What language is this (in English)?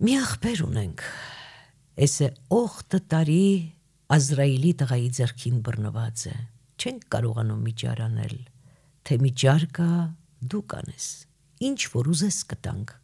Armenian